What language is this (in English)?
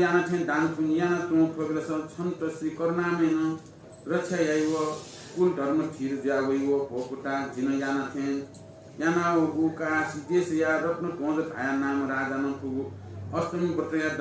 Newari